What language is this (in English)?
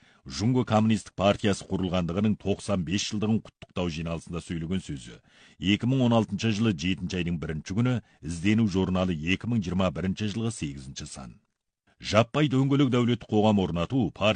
Kazakh